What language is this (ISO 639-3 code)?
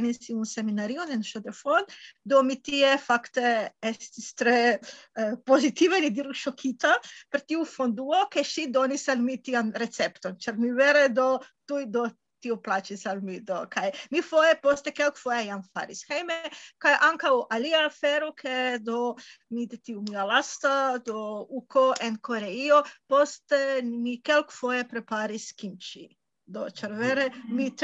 epo